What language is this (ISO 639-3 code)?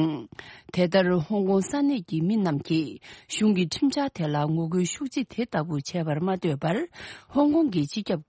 bod